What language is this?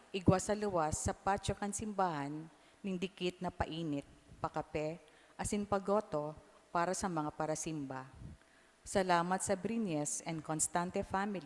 Bikol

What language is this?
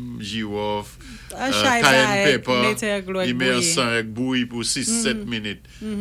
Saint Lucian Creole French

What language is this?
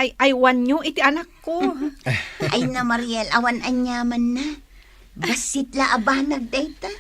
Iloko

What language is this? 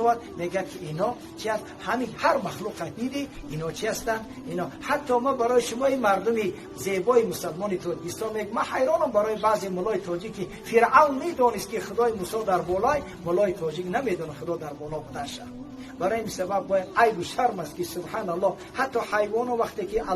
Persian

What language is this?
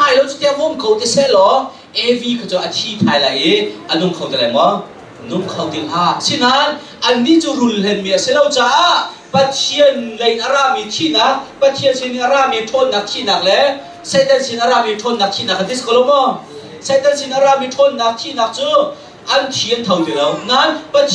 Hakha Chin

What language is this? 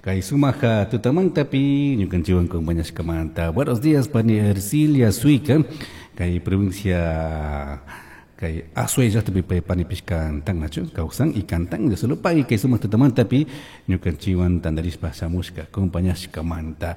Chimborazo Highland Quichua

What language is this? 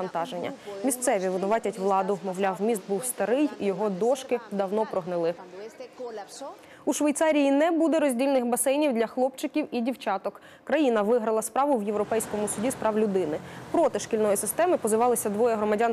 Ukrainian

